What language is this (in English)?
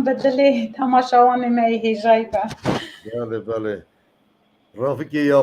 Kurdish